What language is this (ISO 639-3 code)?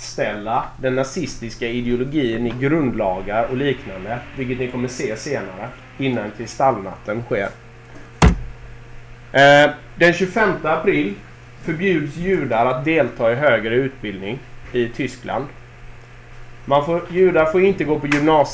swe